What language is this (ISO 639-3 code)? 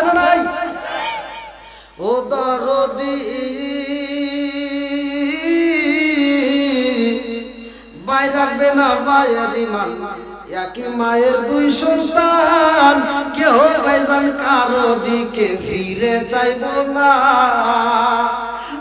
ben